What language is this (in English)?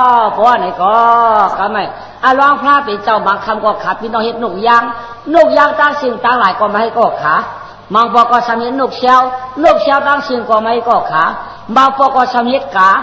Shan